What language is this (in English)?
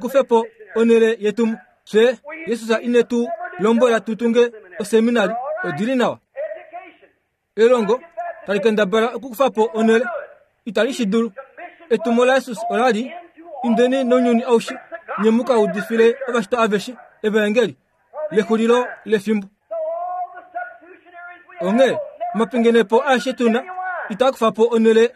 Kuanyama